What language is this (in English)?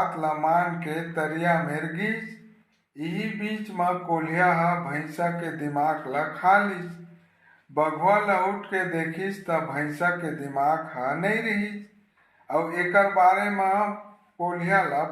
Chhattisgarhi